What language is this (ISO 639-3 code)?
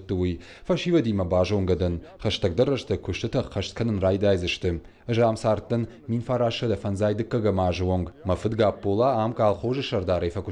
oss